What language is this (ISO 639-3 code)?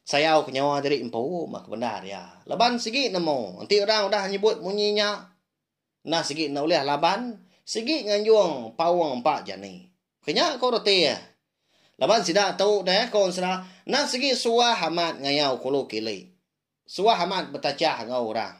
iba